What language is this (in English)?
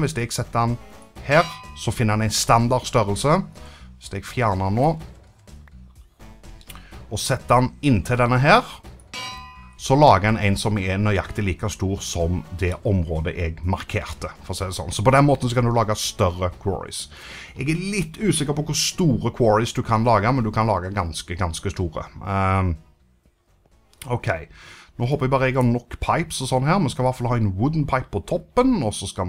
Norwegian